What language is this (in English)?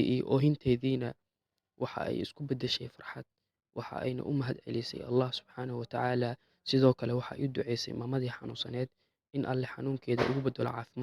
Somali